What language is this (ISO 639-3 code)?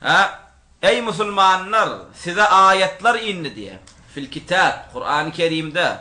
tuk